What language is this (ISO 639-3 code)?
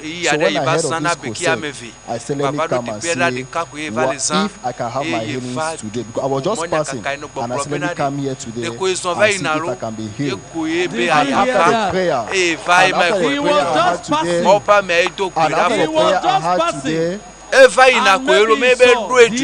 ewe